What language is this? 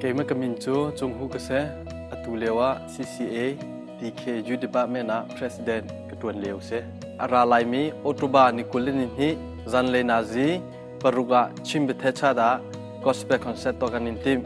Hakha Chin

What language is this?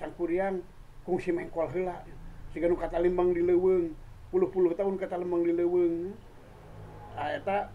Sundanese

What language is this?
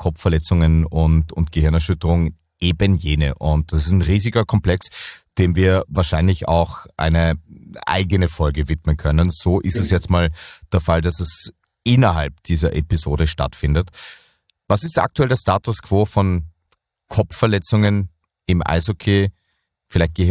German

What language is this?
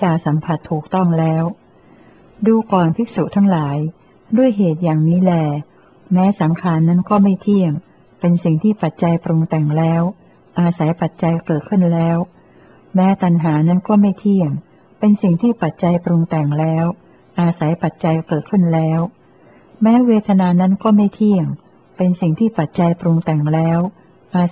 Thai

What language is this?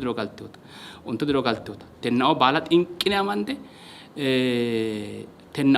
Sidamo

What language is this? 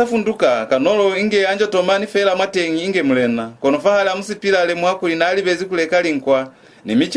Lozi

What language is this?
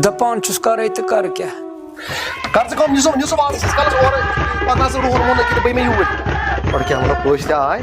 Kashmiri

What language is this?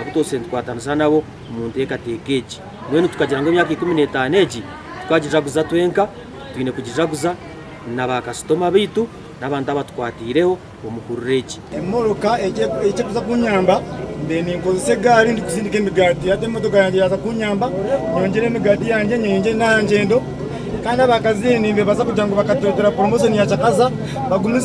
Nyankole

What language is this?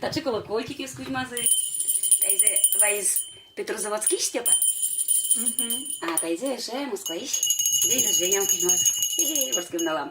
Udmurt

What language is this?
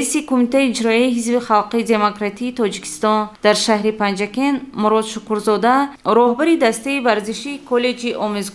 Tajik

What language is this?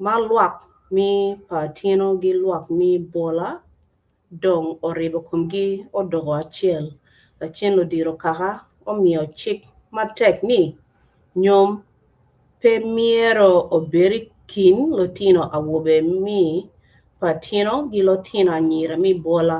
Acoli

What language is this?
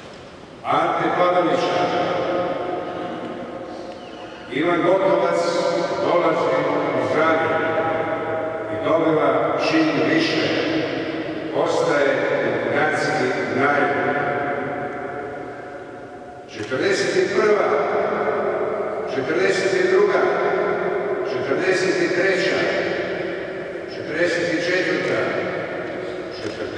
Croatian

